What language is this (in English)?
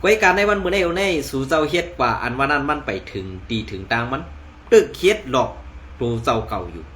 Shan